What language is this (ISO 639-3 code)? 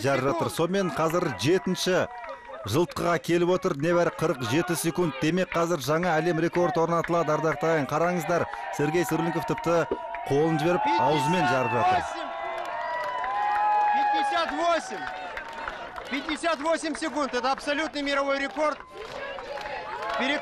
kaz